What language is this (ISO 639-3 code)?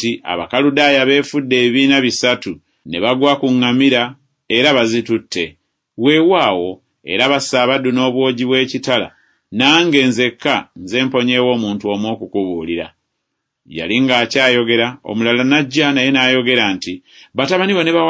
lug